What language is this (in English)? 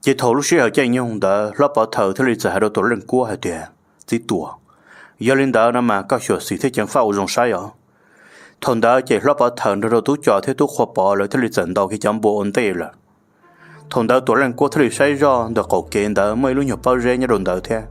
Hmong